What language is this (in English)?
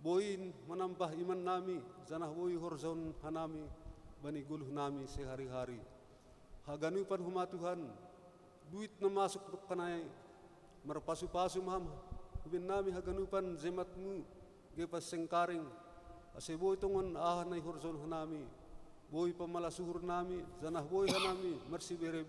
Batak Simalungun